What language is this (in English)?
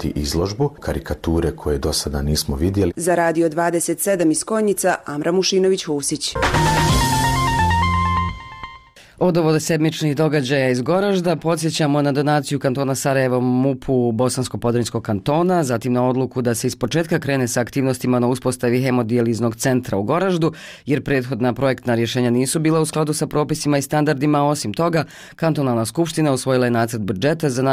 Bosnian